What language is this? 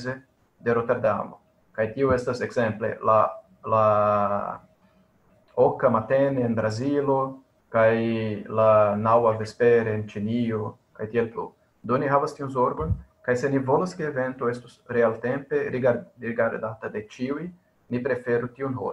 Esperanto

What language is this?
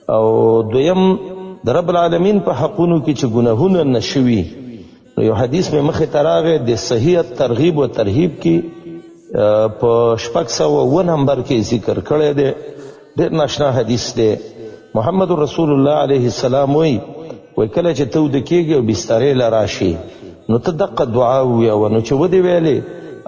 Pashto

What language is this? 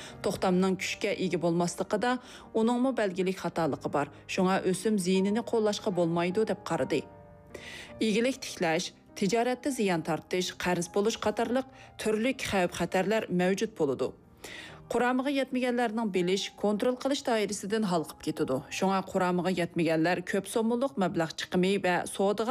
Uyghur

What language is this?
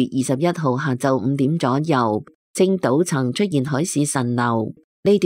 Cantonese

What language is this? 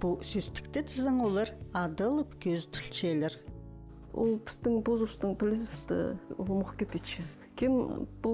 Khakas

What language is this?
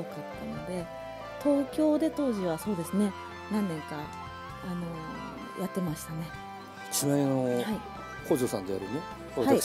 Japanese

